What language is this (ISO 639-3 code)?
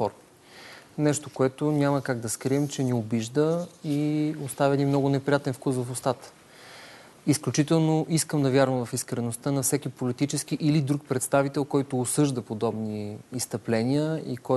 bul